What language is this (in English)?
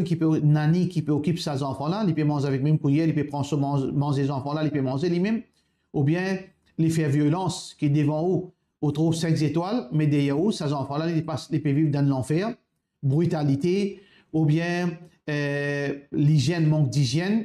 Morisyen